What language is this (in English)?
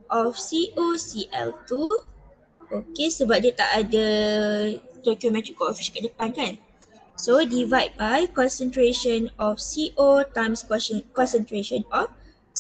Malay